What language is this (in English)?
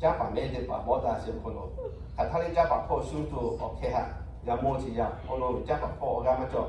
Lahu